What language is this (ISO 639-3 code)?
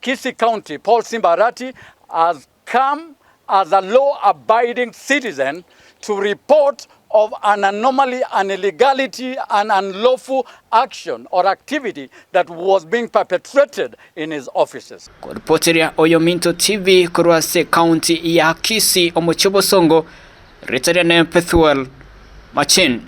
guz